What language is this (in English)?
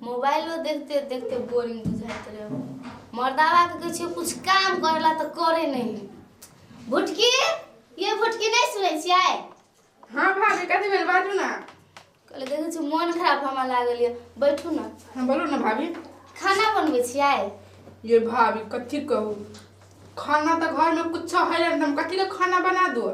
Maithili